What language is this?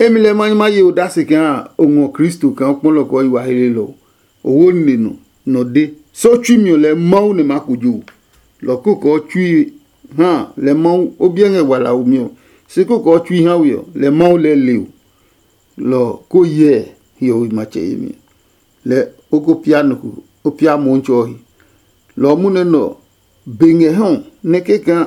Adangme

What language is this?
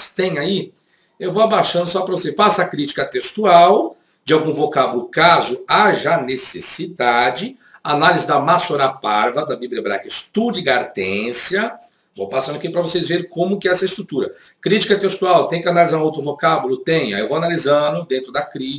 Portuguese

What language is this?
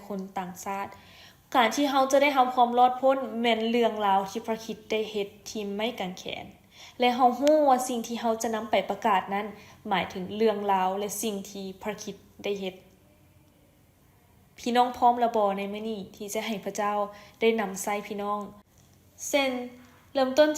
Lao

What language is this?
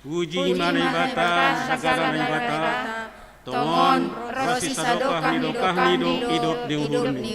Batak Simalungun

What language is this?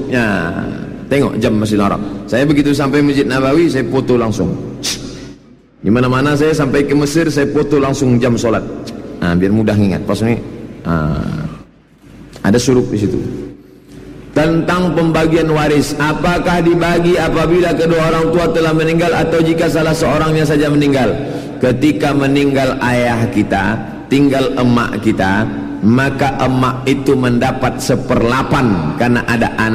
Malay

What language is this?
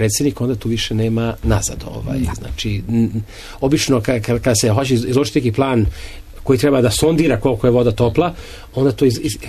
Serbian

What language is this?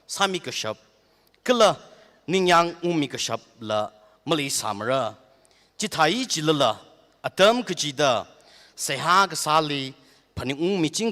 Tangkhul Naga (India)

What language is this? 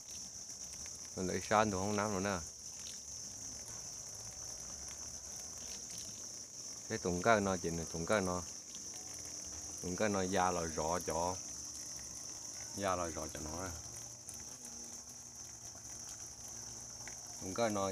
Vietnamese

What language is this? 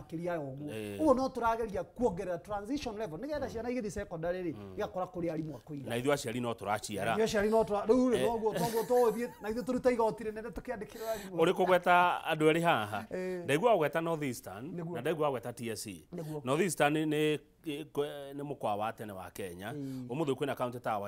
Kikuyu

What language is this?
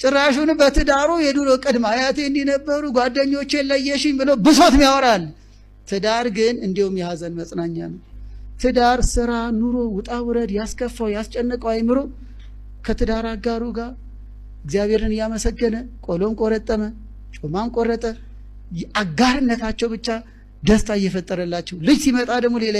Amharic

